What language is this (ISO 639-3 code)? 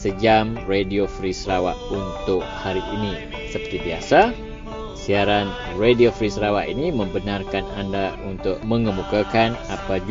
msa